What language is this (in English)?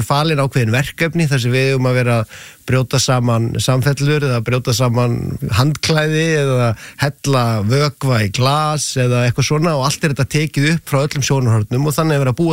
Icelandic